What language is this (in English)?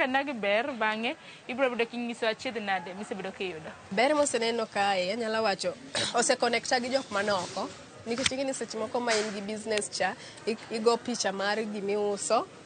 Luo (Kenya and Tanzania)